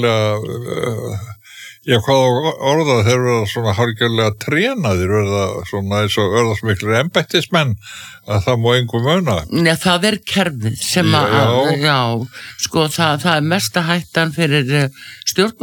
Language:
Icelandic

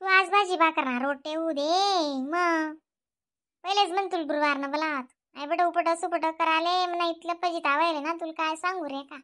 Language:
Khandesi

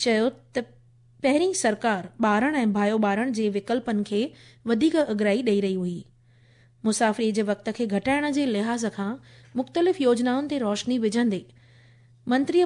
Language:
Sindhi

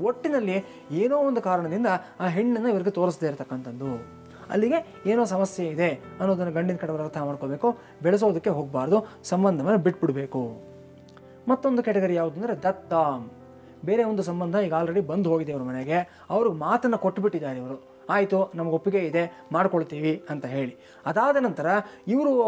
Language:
Kannada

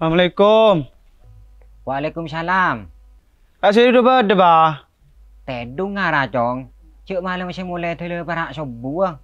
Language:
Madurese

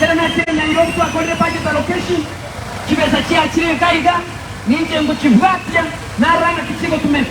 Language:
Gusii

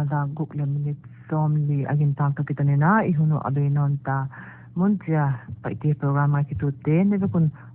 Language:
Paite Chin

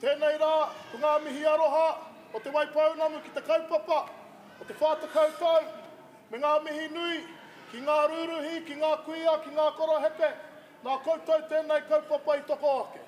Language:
Māori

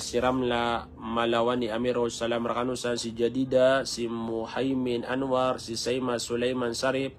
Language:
Maranao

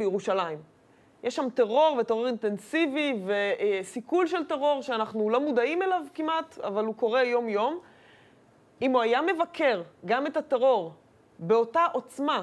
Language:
Hebrew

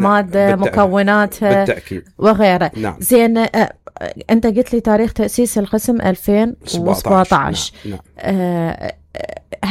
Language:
Mesopotamian Arabic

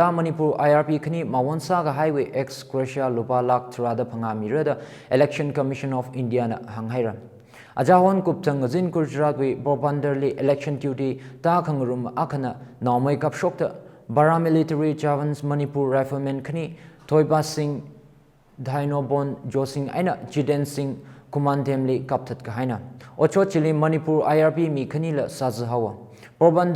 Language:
Tangkhul Naga (India)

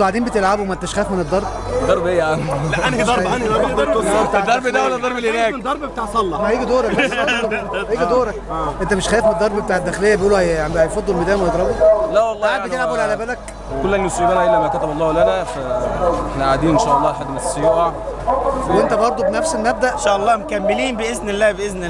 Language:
Egyptian Arabic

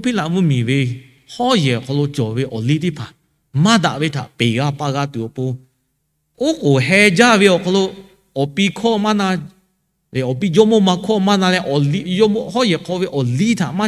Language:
Lahu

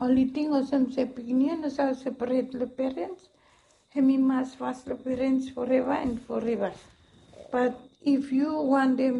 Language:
Bislama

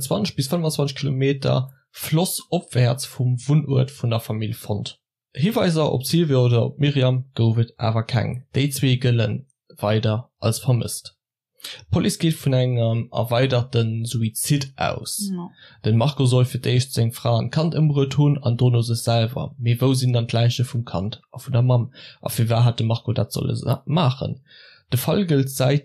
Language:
Luxembourgish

